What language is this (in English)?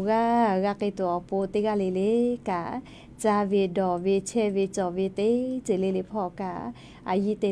Lahu